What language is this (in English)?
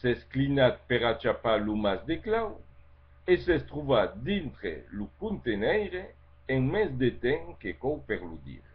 Occitan